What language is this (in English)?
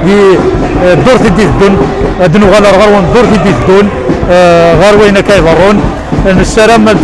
Kabyle